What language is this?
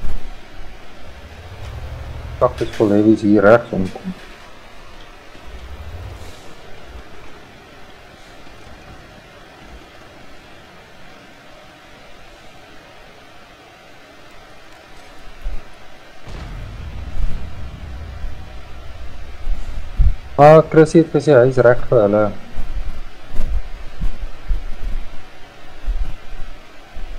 Afrikaans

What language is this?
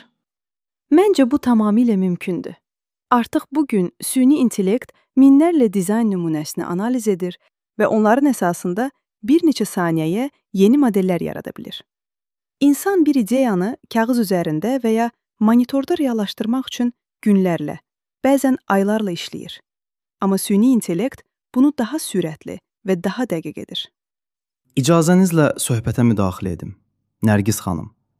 Azerbaijani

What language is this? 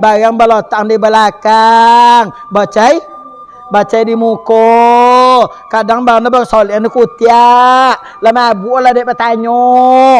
Minangkabau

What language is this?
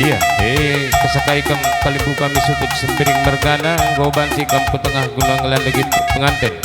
Batak Karo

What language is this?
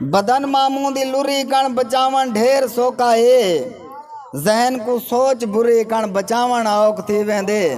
Saraiki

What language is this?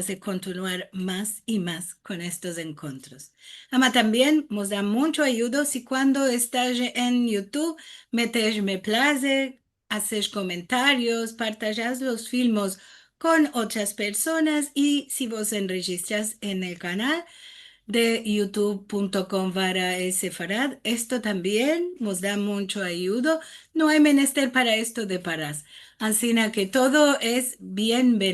Ladino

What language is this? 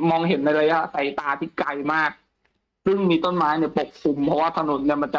Thai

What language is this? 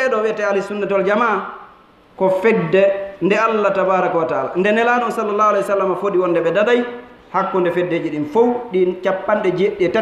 Fula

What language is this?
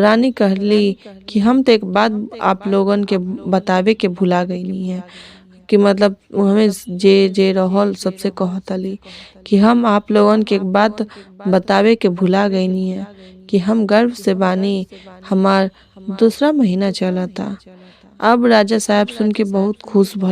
Bhojpuri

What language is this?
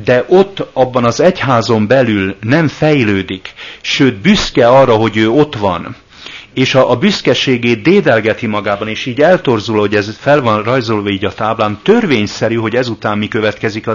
Hungarian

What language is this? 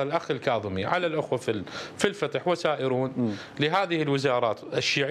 Mesopotamian Arabic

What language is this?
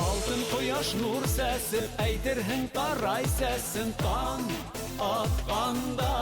Bashkir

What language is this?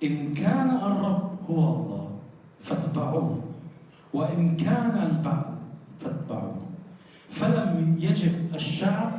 Kurdish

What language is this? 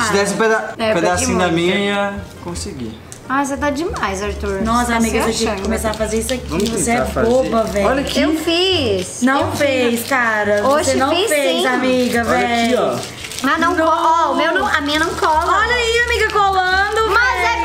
Portuguese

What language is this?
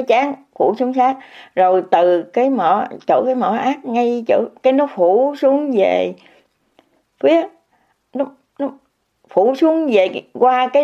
Vietnamese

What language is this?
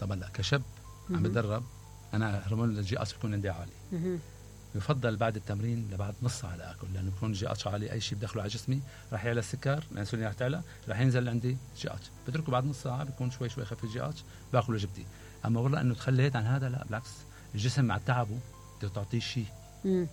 Mesopotamian Arabic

